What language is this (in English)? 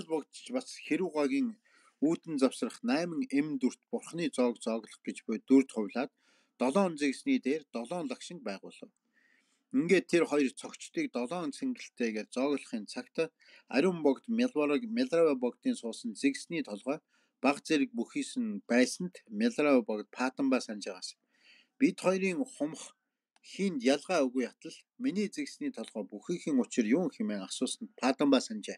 Mongolian